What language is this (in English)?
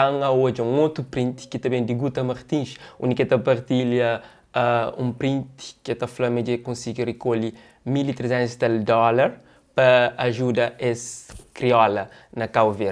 Kabuverdianu